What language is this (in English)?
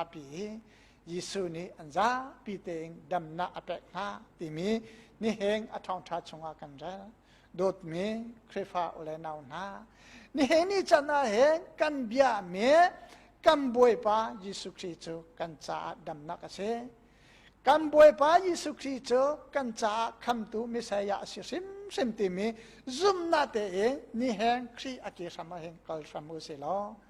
Hakha Chin